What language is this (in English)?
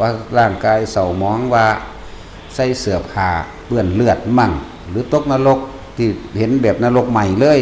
Northeastern Thai